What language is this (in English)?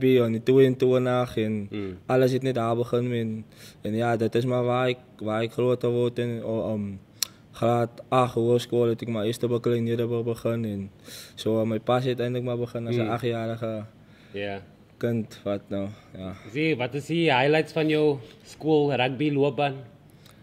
Afrikaans